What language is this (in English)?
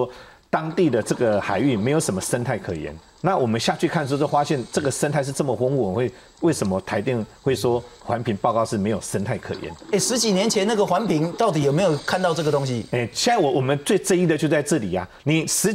Chinese